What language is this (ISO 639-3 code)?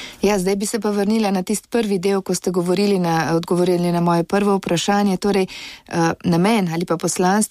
slv